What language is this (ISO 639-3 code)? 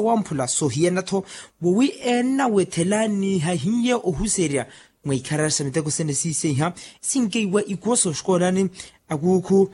vmw